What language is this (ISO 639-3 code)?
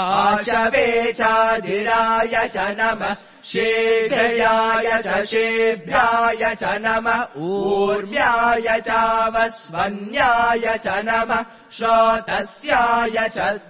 san